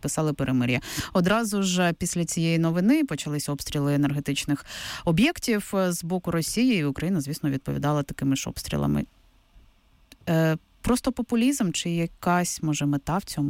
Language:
Ukrainian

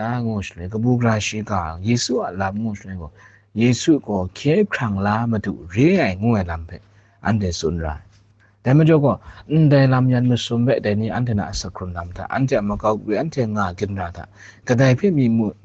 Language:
Kachin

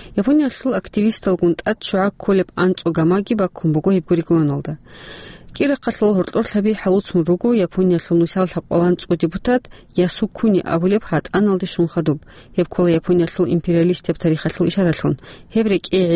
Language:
Avaric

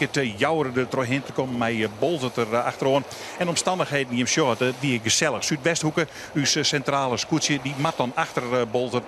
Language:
Western Frisian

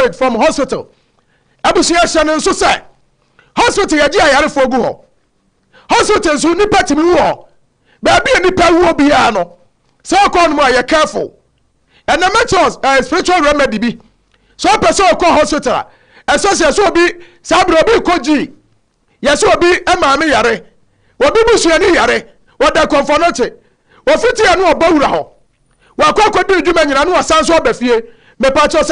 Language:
Akan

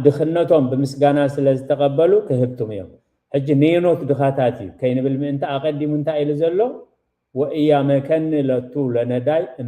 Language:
Tigrinya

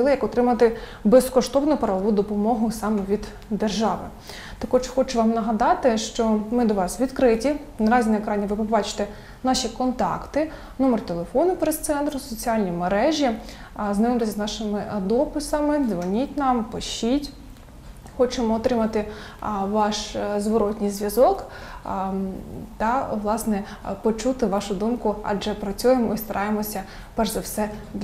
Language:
Ukrainian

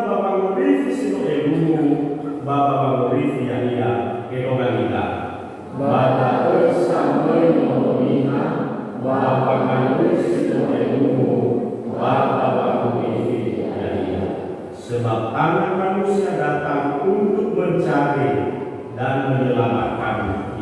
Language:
Nias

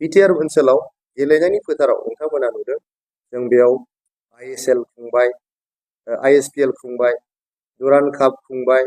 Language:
Bodo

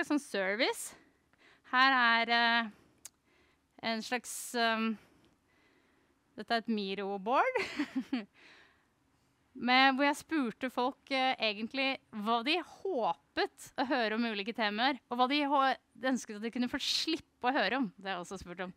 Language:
Norwegian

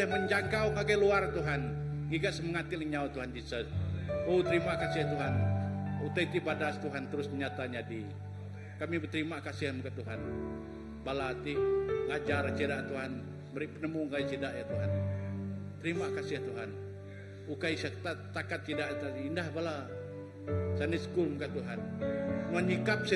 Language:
Iban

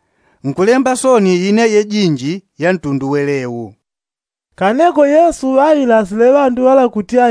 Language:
Yao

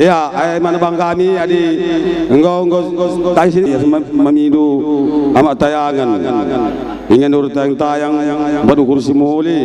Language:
Batak Karo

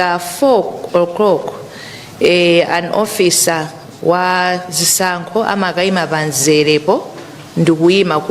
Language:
Nyanja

